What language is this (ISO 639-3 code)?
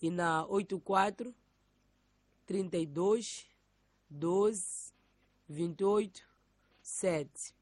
tso